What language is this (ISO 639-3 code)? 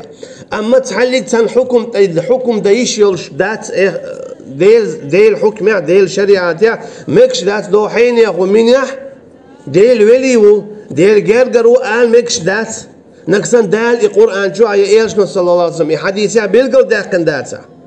che